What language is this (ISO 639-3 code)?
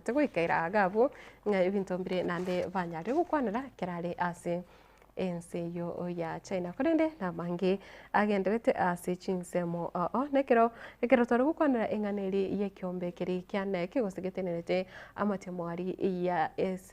guz